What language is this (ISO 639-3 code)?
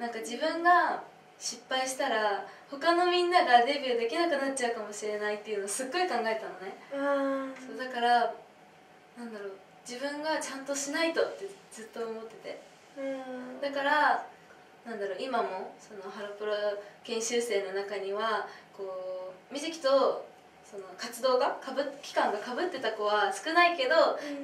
jpn